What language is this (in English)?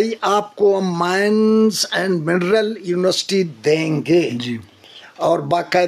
Eastern Balochi